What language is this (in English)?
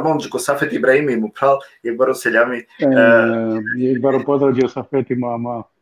Balkan Romani